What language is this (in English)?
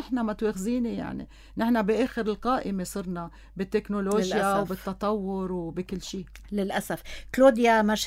North Levantine Arabic